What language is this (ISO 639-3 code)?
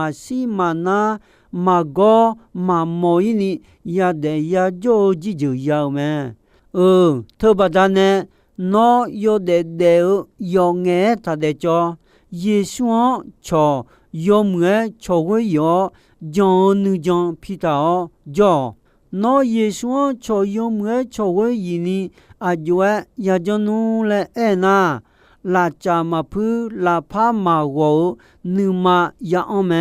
ahk